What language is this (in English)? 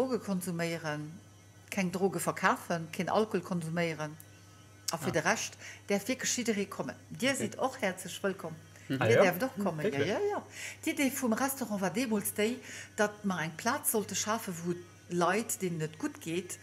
Luxembourgish